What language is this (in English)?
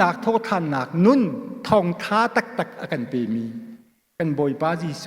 Hakha Chin